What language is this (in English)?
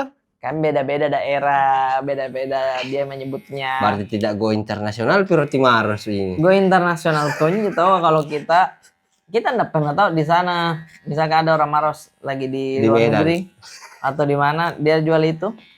Makassar Malay